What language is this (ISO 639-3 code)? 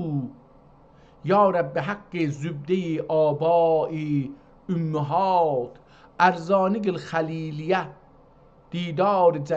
azb